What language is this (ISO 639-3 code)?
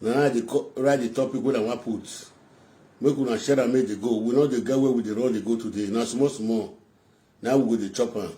pcm